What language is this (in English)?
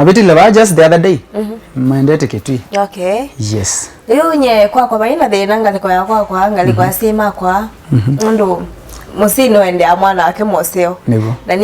Kamba